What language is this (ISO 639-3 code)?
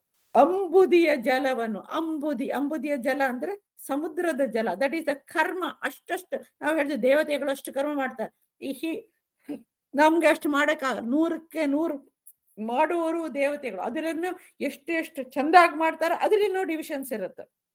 kan